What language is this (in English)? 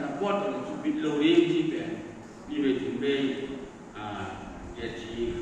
Tedim Chin